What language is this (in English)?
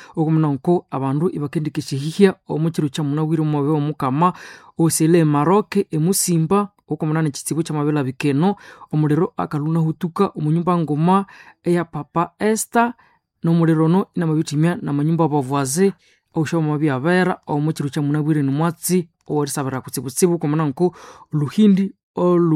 Nande